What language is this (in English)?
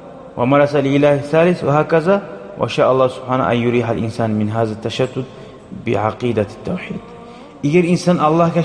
Kumyk